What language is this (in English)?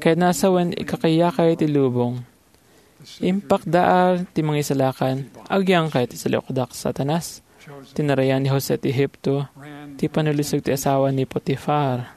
Iloko